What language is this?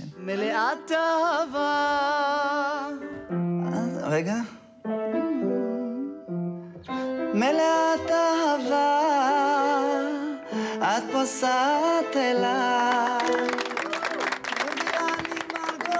Hebrew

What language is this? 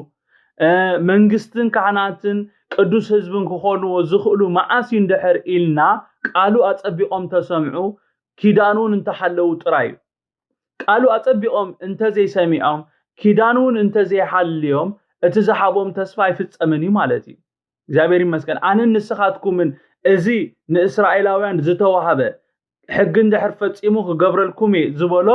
Tigrinya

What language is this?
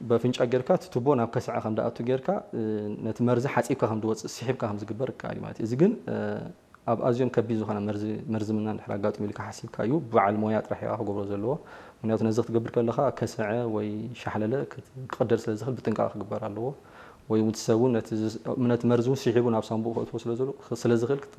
Tigrinya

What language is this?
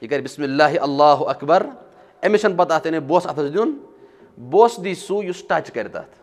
Kashmiri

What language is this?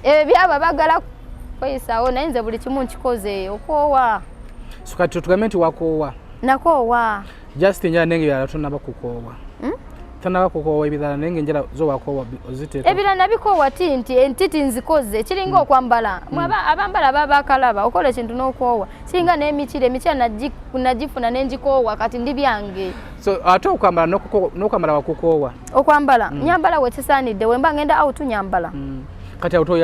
Ganda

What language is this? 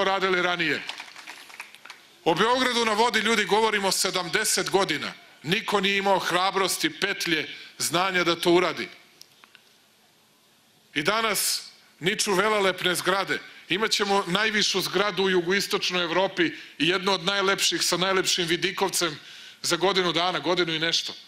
Serbian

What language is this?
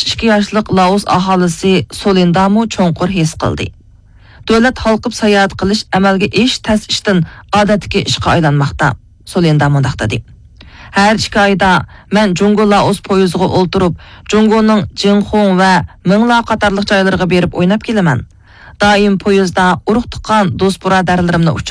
Uyghur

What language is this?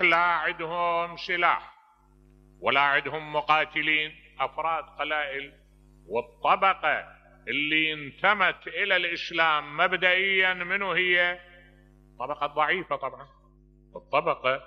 Mesopotamian Arabic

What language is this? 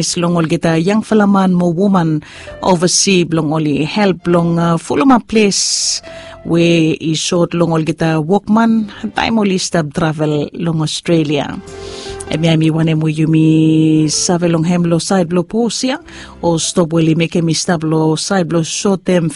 Bislama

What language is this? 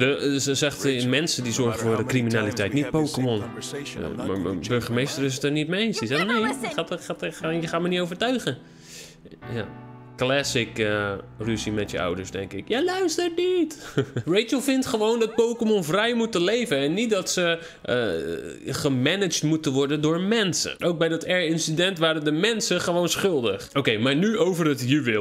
Dutch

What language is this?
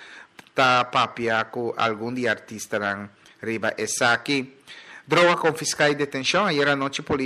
Papiamento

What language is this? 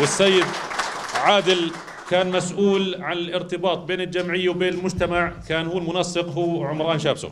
North Levantine Arabic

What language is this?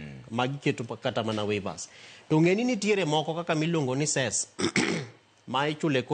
Luo (Kenya and Tanzania)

